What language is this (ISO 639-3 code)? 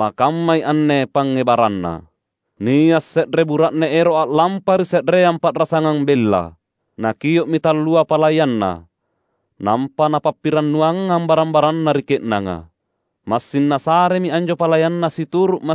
mak